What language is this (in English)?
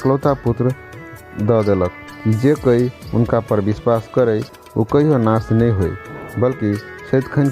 Maithili